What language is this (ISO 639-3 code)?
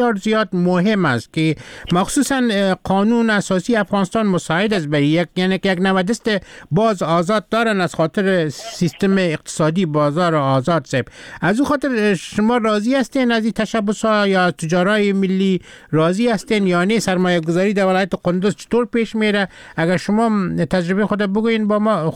fas